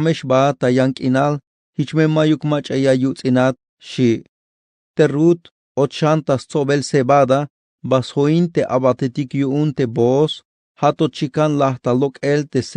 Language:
Tzeltal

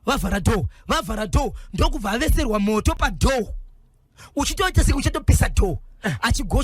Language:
Shona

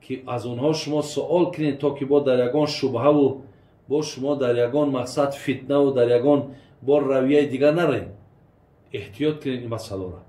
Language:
Tajik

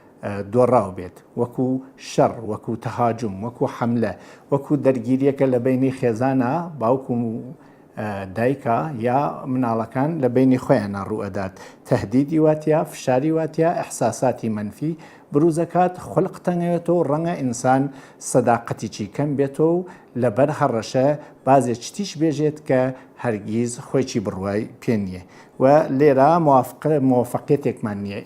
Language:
Central Kurdish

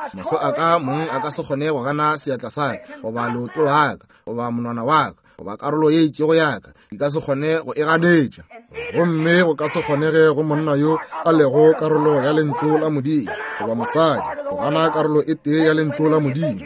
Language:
Northern Sotho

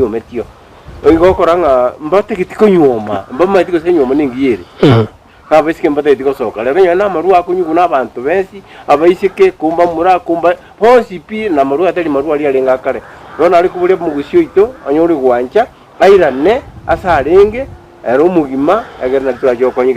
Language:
Gusii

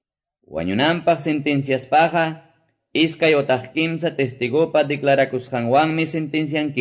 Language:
Quechua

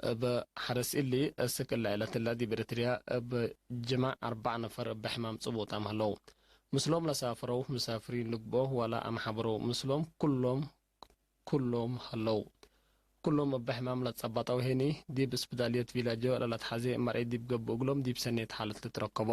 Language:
Tigre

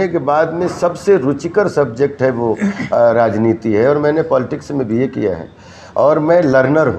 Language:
Hindi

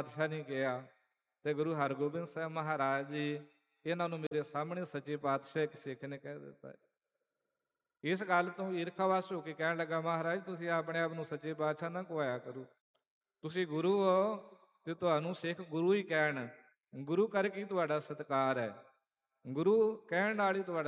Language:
Punjabi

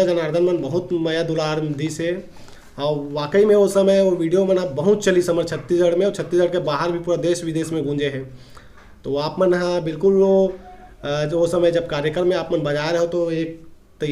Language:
Chhattisgarhi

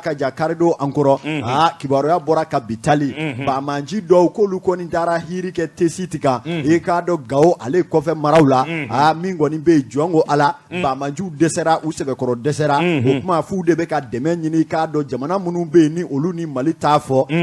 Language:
Bambara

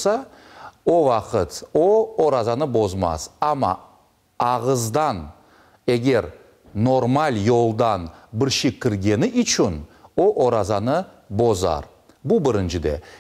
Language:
Crimean Tatar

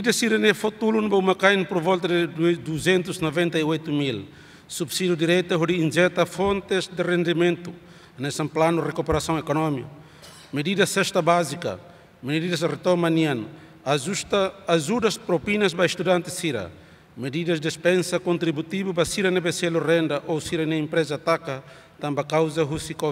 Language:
Tetum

